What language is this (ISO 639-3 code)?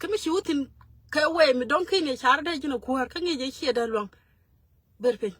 nus